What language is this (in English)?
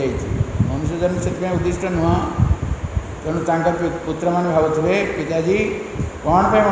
Odia